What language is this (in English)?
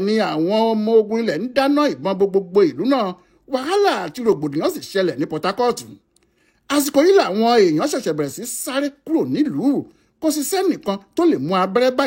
Yoruba